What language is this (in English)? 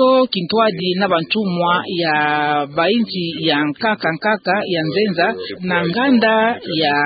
Kituba (Democratic Republic of Congo)